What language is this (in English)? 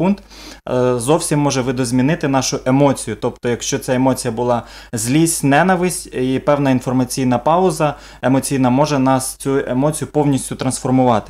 Ukrainian